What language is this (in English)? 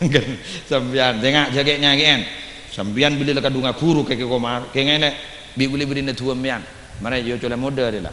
Madurese